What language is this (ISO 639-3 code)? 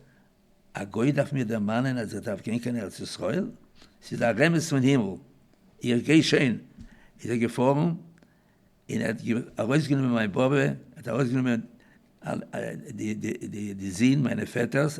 yid